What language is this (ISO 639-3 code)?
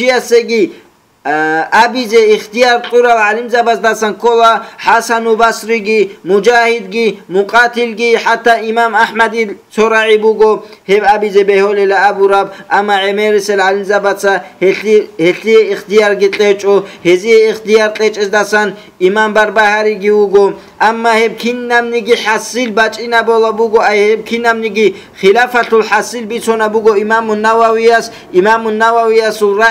ava